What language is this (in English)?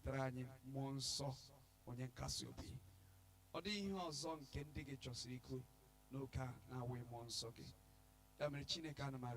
Igbo